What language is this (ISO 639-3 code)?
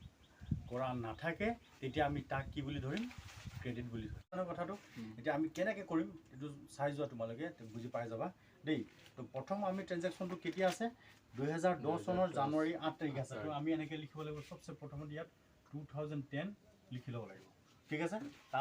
asm